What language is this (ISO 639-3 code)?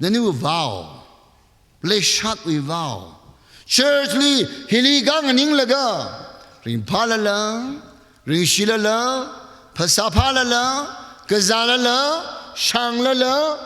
nmf